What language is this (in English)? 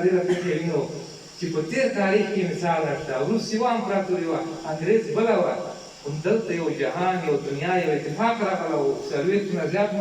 Pashto